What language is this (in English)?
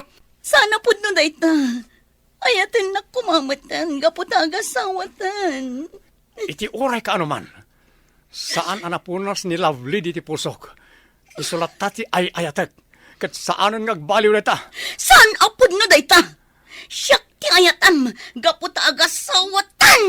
Iloko